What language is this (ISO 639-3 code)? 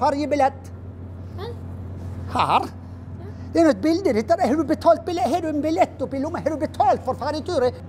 nor